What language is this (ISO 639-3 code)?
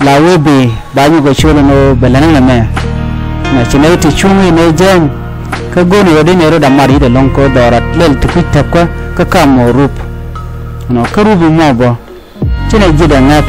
nus